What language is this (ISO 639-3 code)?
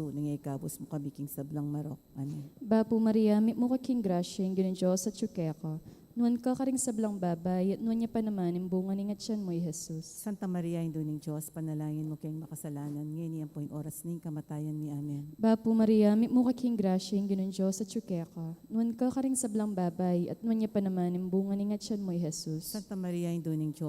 pam